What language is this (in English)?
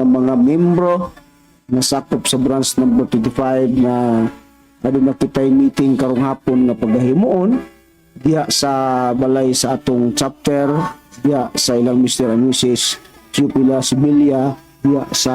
Cebuano